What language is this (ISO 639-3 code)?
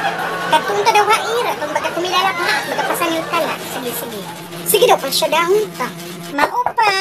war